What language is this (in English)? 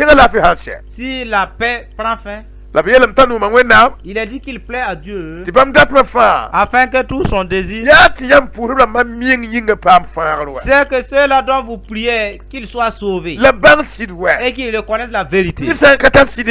Mossi